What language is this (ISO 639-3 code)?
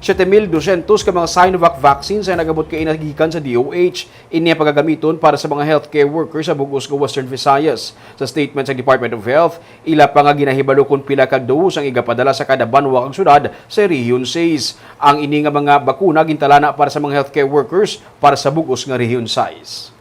hil